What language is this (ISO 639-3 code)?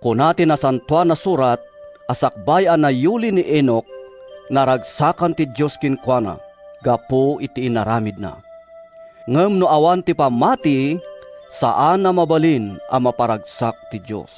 ilo